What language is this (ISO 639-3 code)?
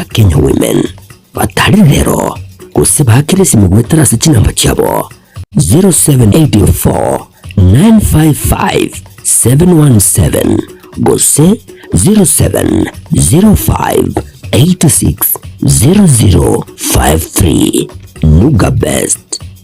guz